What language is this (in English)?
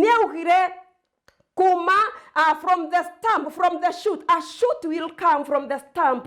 Kikuyu